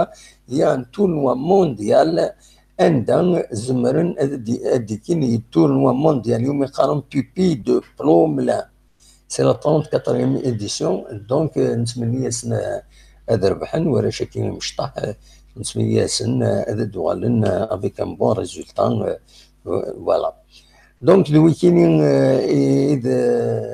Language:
Kabyle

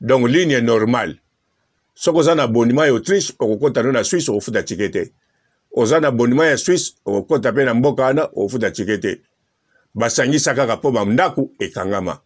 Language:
Lingala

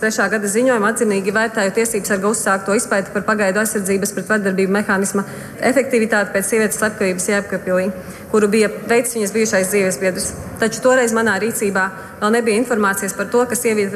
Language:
Latvian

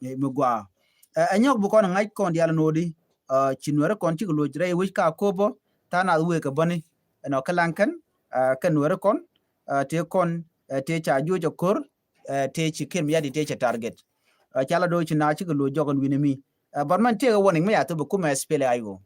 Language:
Nuer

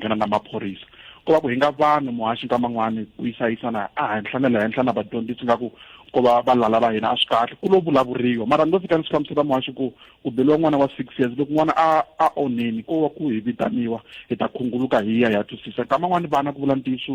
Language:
Tsonga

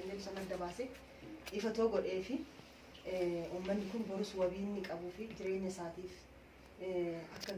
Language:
Oromo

